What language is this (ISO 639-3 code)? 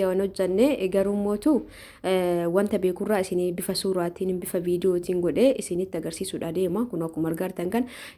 orm